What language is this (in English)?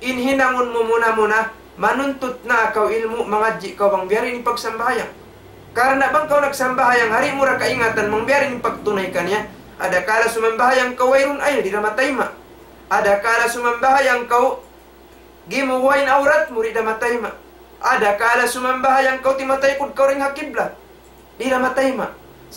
Tausug